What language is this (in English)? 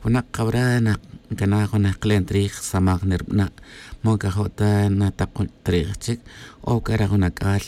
Tz'utujil